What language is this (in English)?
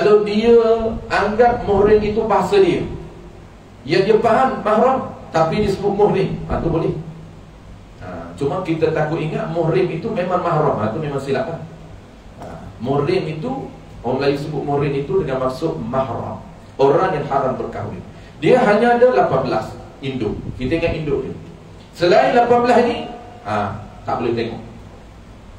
Malay